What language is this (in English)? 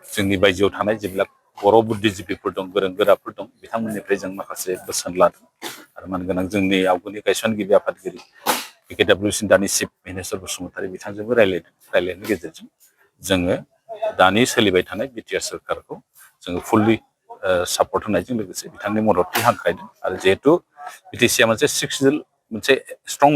Bodo